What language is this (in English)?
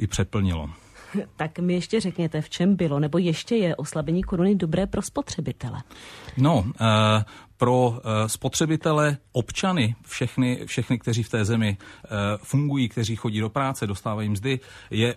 Czech